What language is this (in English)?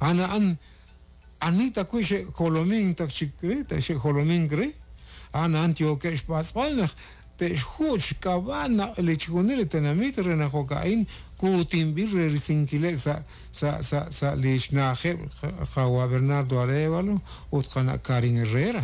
Kekchí